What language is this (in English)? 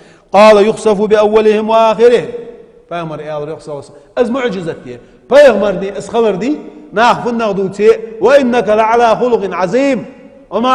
Ingush